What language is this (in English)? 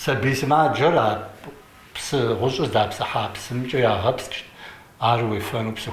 Kabardian